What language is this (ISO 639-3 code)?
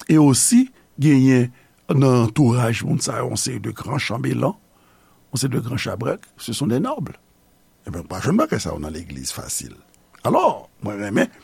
hat